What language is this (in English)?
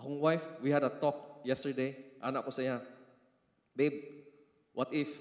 Cebuano